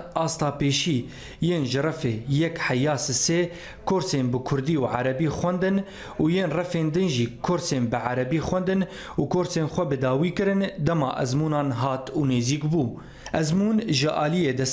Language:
Kurdish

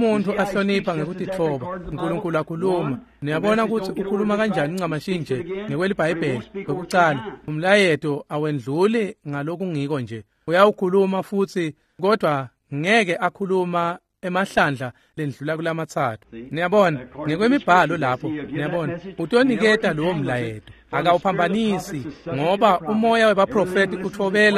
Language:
Swati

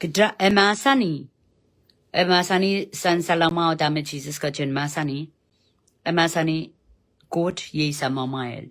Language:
Pohnpeian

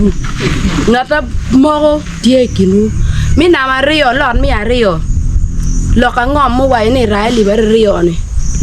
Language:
Acoli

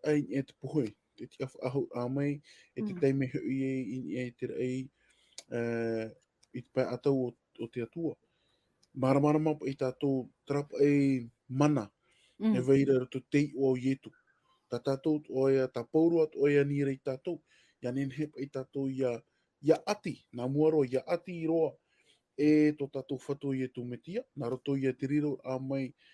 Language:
Tahitian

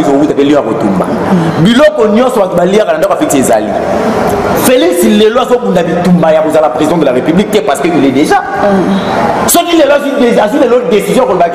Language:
Lingala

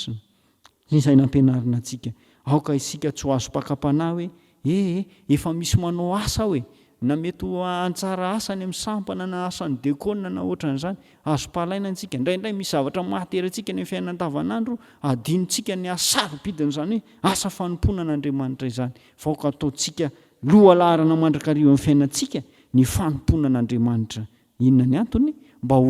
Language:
Malagasy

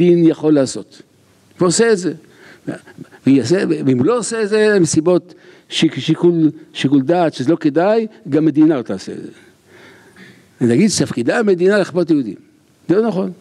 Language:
Hebrew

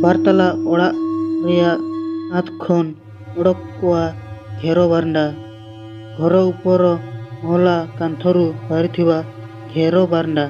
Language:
Santali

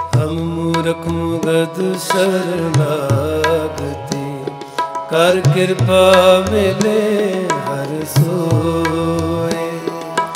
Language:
Punjabi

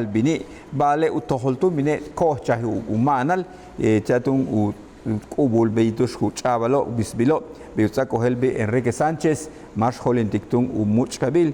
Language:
Yucateco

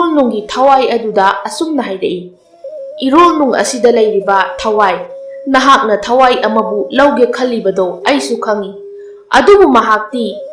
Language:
Manipuri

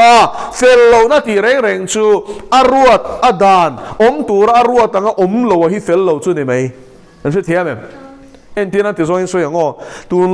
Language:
Mizo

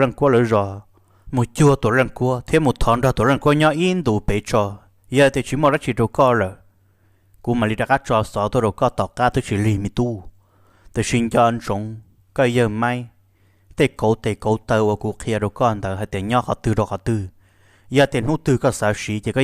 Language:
Hmong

